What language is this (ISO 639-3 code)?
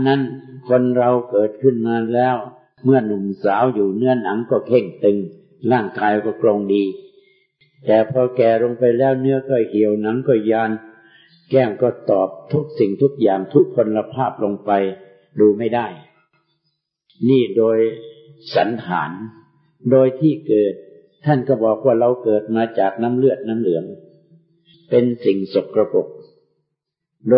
tha